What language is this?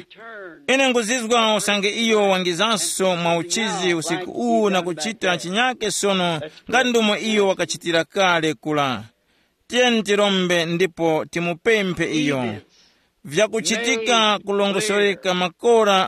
Tumbuka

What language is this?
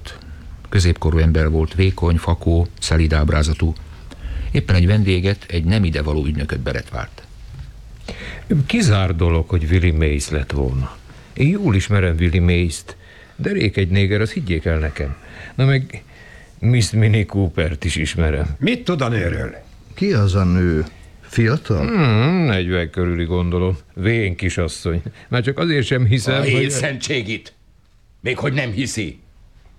Hungarian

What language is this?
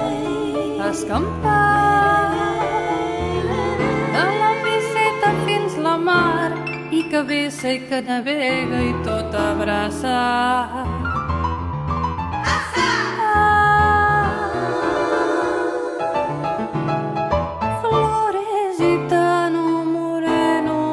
Catalan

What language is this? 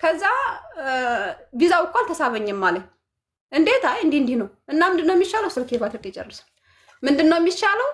Amharic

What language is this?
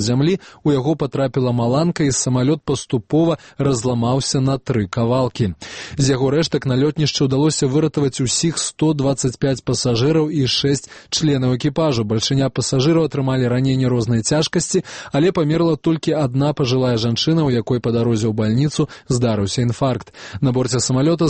Belarusian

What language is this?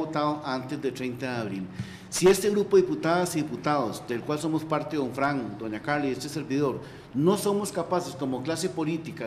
Spanish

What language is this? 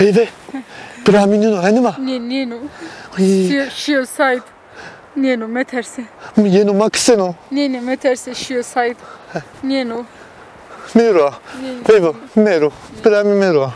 Zaza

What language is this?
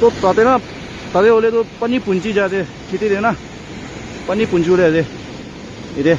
Naga Pidgin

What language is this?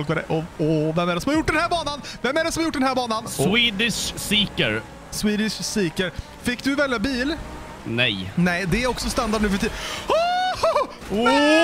Swedish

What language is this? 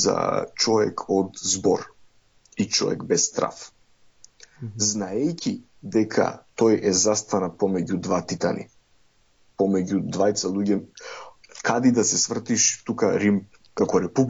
Macedonian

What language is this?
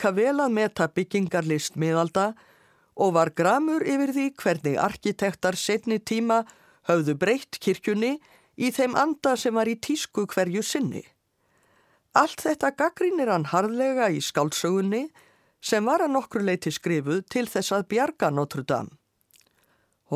Icelandic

